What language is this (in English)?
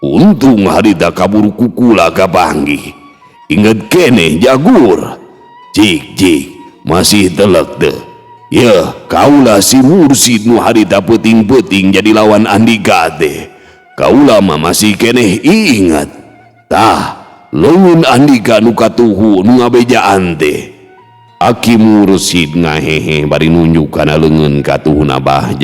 Sundanese